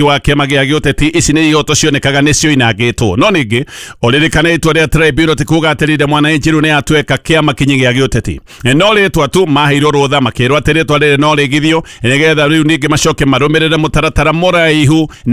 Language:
Kikuyu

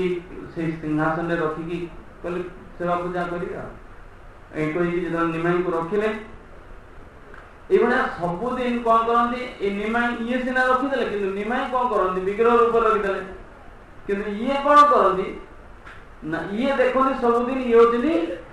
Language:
Odia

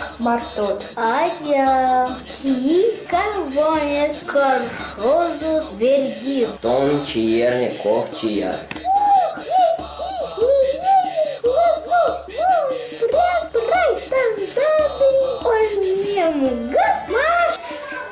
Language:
Erzya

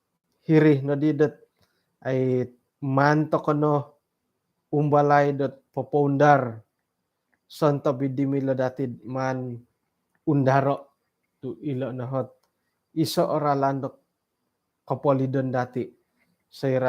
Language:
Central Dusun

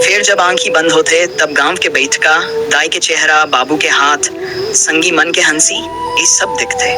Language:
Chhattisgarhi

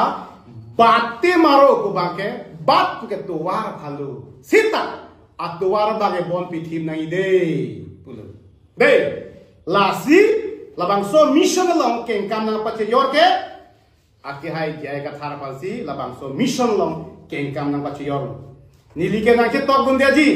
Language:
Karbi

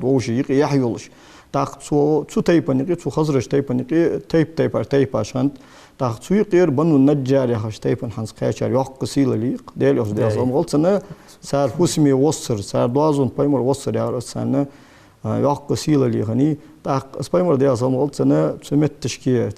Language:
Ingush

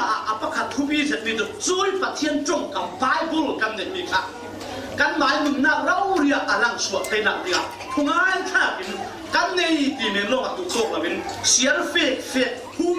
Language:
Falam Chin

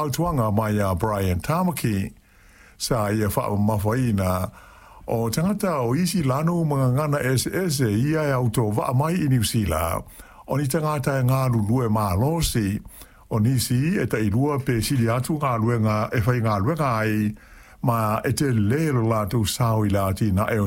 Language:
Samoan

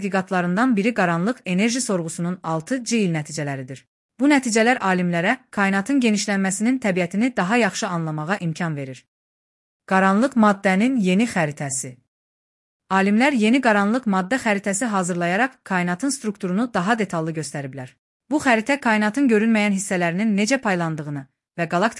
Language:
Azerbaijani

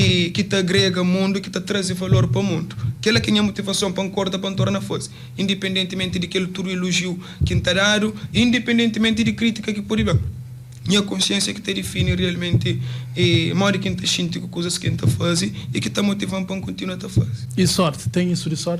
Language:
Kabuverdianu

